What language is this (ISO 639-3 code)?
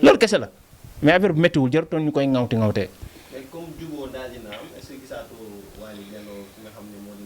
wol